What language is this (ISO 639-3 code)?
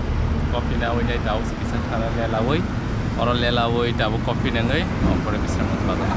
trp